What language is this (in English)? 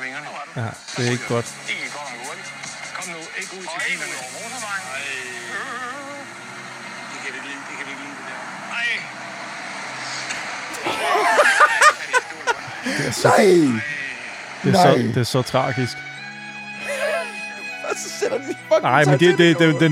Danish